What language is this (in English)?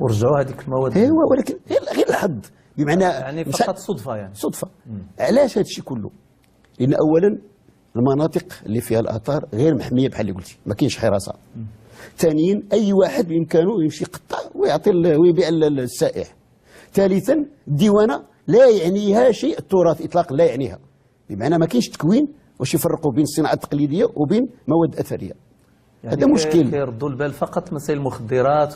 Moroccan Arabic